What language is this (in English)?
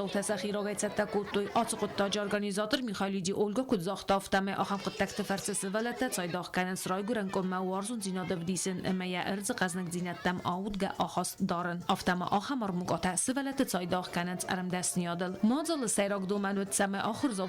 Ossetic